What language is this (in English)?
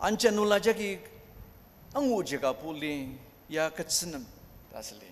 Ao Naga